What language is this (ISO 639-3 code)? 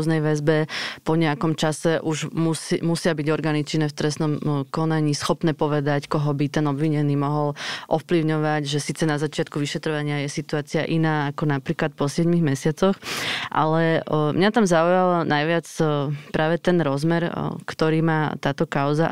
slk